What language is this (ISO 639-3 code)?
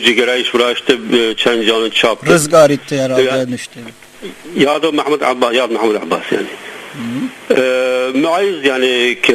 zza